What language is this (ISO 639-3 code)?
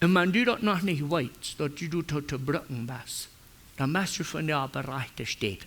pdt